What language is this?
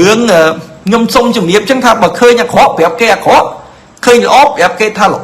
Khmer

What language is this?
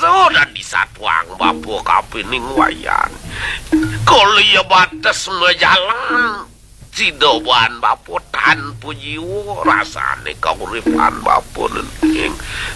Balinese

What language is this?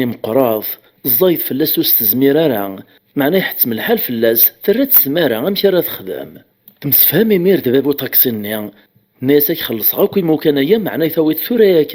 Kabyle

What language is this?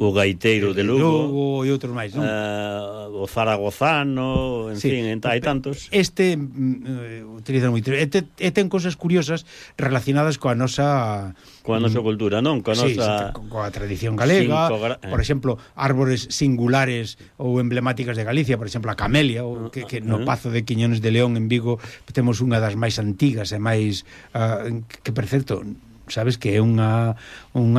Galician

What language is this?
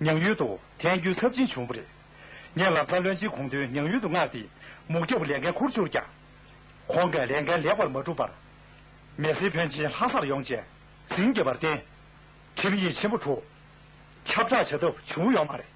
Tibetan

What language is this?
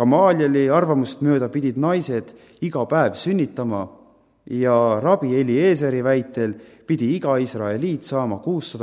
Estonian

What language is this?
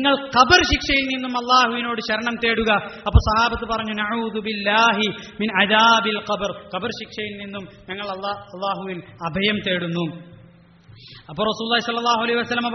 Malayalam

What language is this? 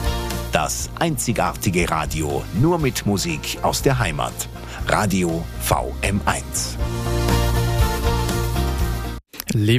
German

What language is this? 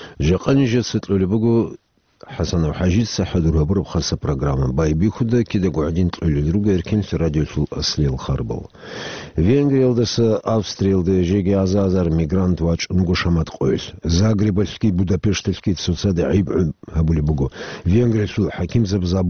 Avaric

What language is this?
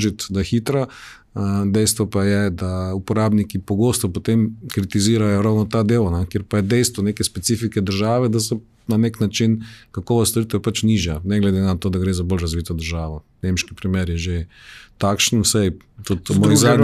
Slovenian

